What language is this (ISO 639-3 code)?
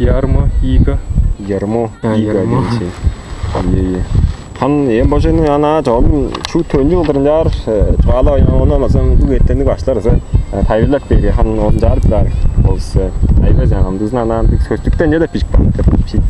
tyv